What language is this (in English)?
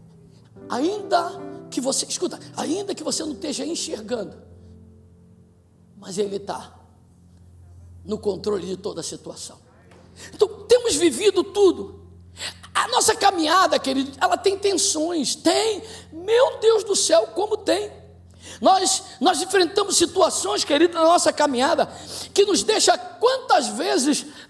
Portuguese